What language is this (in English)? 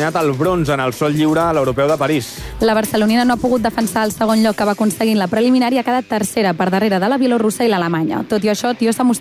Catalan